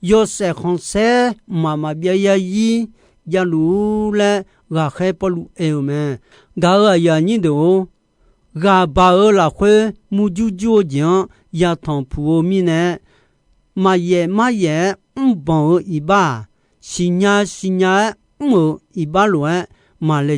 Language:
Akha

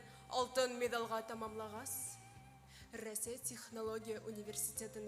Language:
Bashkir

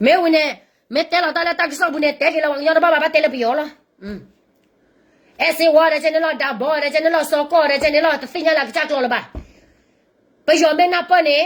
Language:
S'gaw Karen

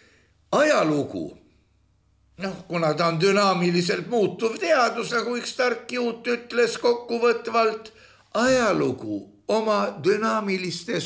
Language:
Estonian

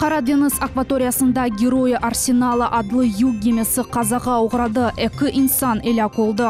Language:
Crimean Tatar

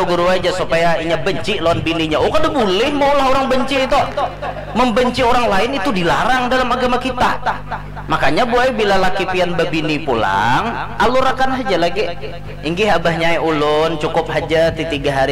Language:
Banjar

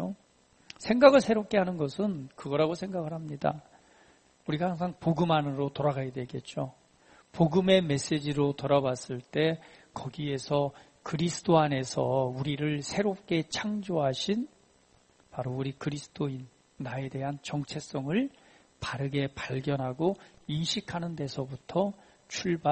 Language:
Korean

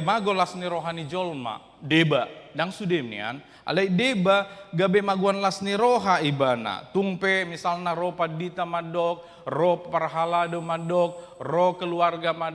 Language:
Batak Toba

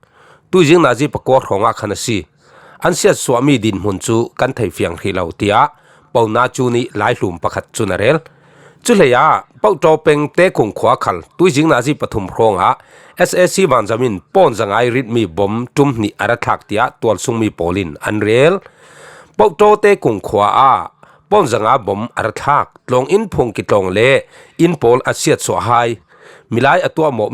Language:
Falam Chin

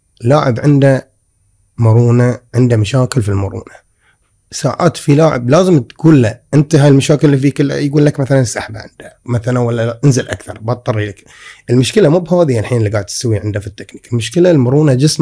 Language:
Gulf Arabic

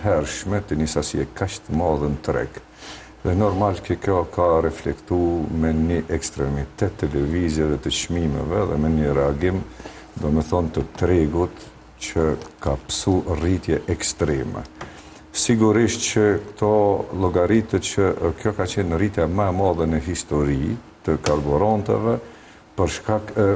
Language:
Albanian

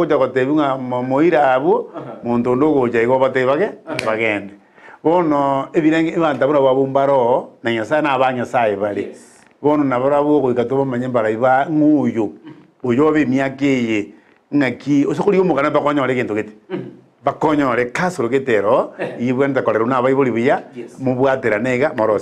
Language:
Gusii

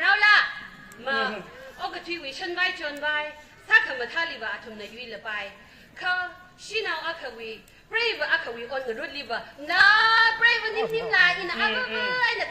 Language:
Tangkhul Naga (India)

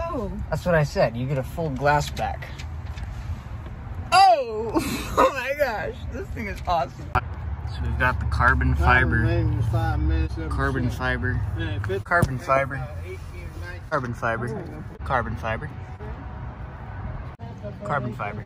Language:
English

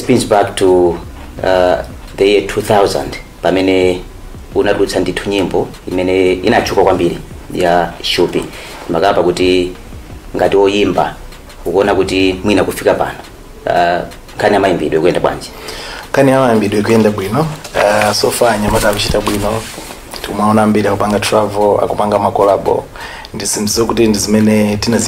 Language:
Nyanja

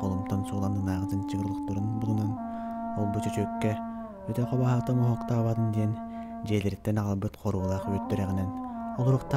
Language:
Yakut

